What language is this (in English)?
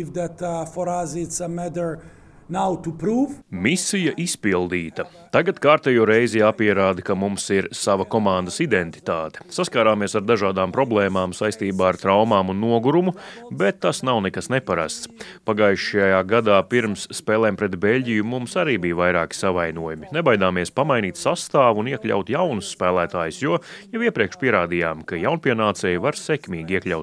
Latvian